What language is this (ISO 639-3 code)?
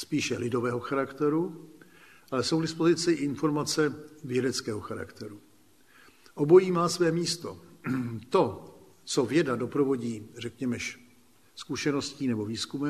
ces